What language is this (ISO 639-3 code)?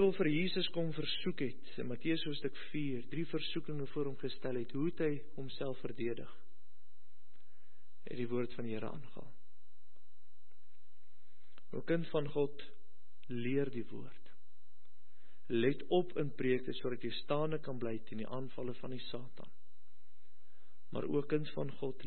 afr